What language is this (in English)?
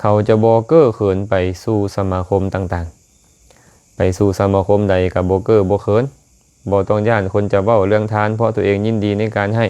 Lao